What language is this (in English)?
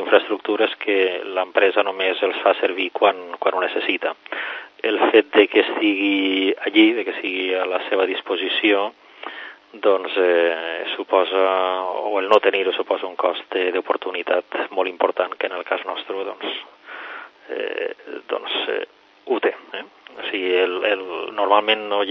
Catalan